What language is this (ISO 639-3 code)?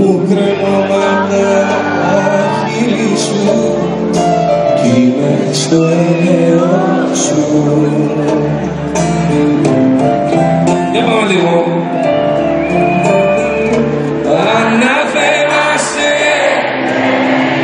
ell